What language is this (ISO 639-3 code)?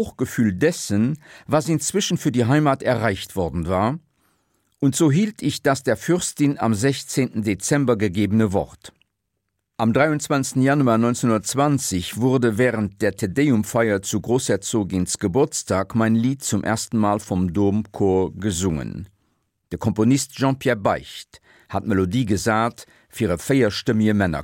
ltz